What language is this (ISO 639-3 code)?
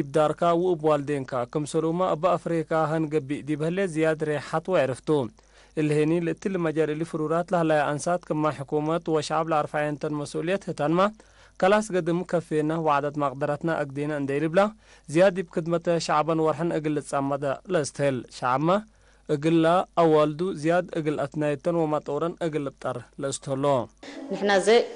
tig